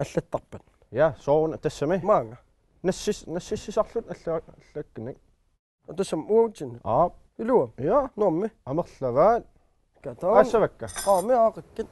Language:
Kalaallisut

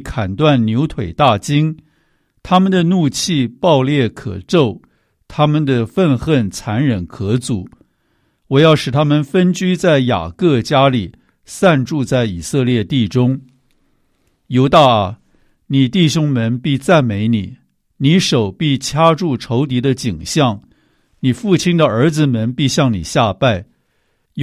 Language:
Chinese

